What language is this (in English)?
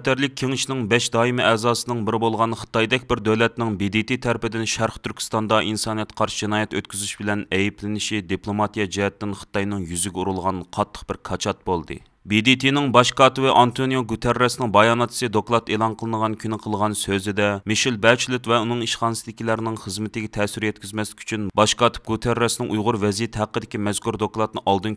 Uyghur